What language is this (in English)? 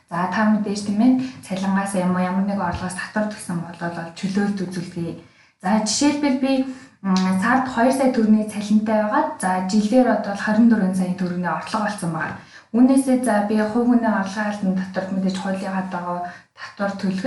Mongolian